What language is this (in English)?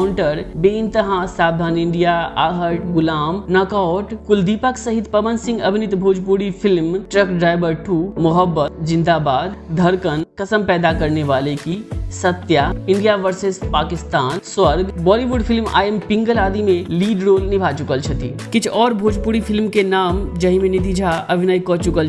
Maithili